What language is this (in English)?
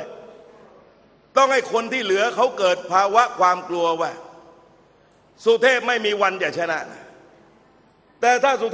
Thai